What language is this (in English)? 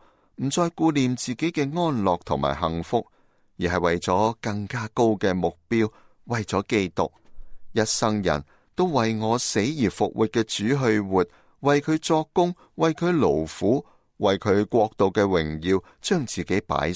Cantonese